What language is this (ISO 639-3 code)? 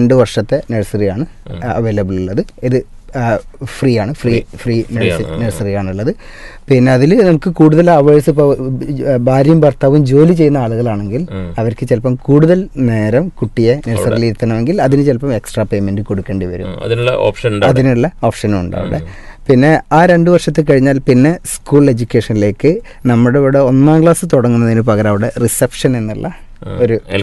mal